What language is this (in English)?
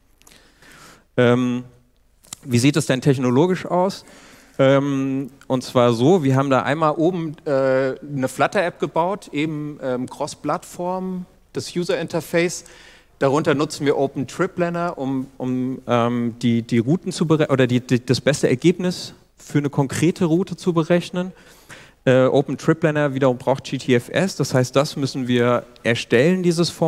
German